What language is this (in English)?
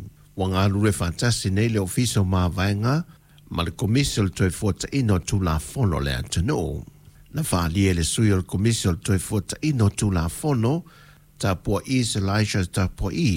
Samoan